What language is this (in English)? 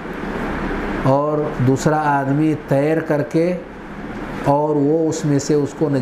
Urdu